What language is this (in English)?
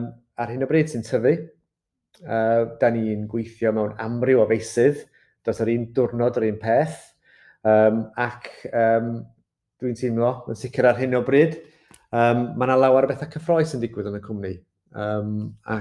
Welsh